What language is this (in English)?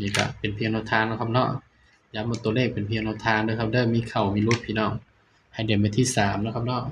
Northeastern Thai